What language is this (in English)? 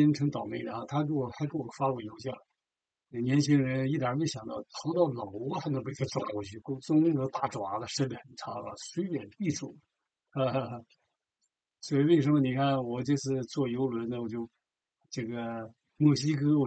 Chinese